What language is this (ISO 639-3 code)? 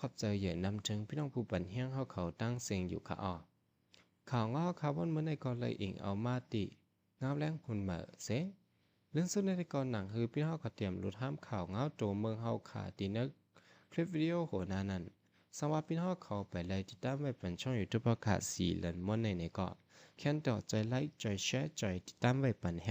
shn